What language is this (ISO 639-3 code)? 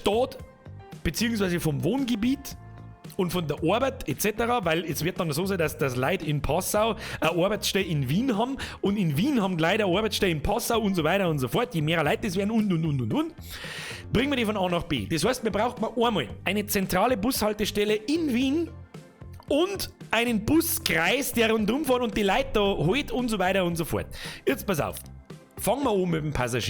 bar